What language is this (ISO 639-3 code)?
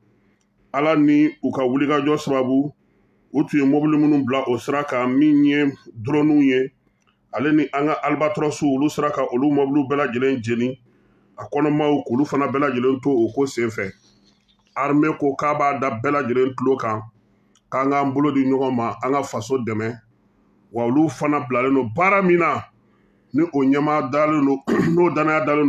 bam